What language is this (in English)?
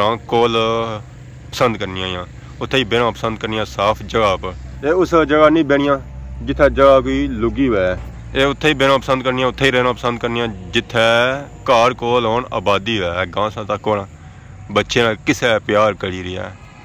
Pahari-Potwari